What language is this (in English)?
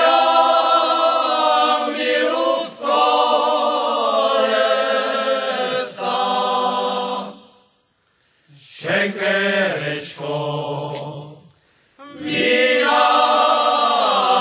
Czech